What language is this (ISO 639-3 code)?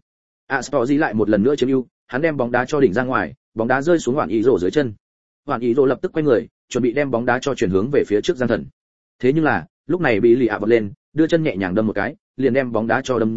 vie